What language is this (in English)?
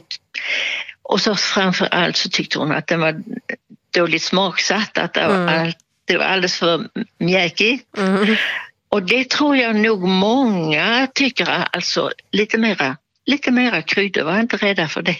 Swedish